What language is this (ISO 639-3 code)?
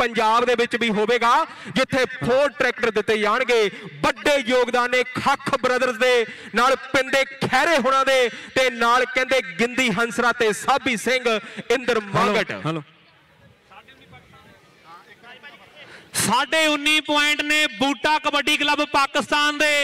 pan